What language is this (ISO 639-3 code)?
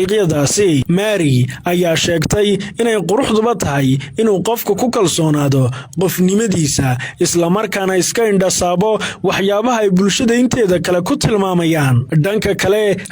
som